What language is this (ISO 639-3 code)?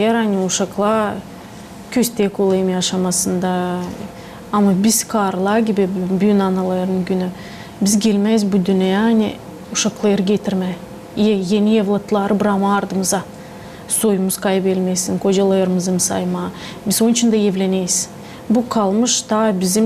gag